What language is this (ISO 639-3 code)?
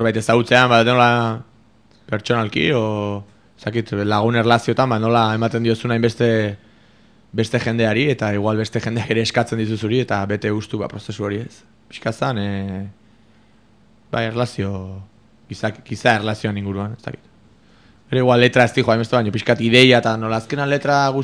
eus